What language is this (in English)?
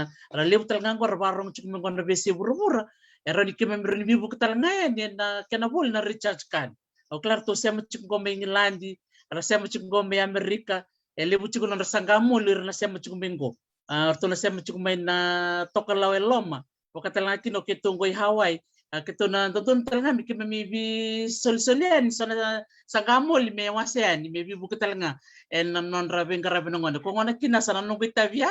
Fijian